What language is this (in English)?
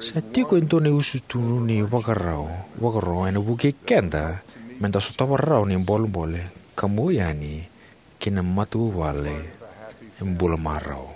Fijian